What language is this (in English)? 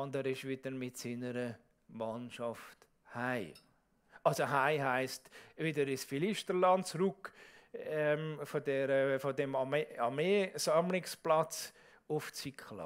Swiss German